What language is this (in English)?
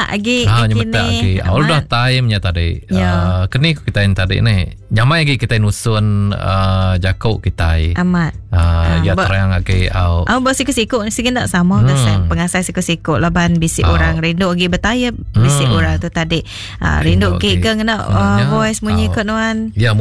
Iban